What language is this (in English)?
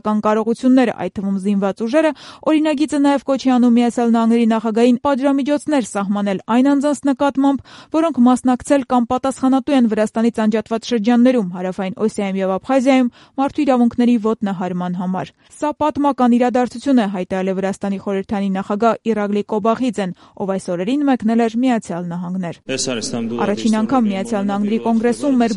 Armenian